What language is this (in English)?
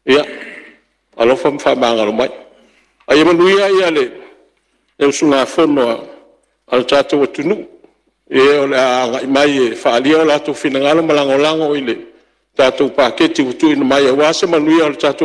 Samoan